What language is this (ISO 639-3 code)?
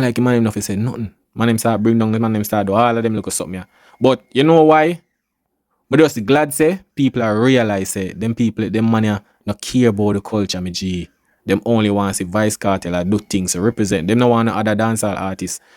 jam